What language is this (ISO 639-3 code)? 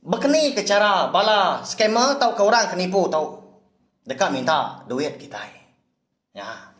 iba